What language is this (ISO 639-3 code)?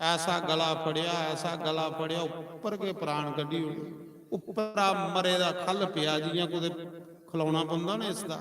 doi